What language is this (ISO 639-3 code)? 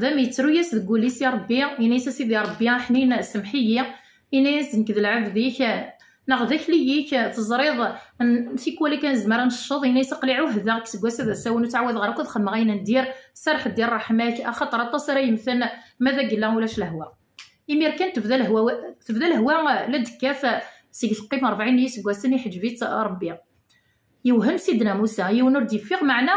kab